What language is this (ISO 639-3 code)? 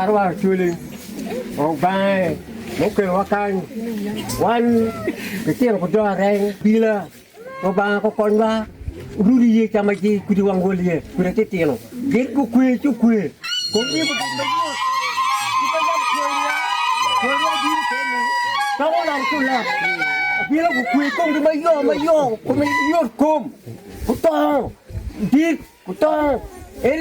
ach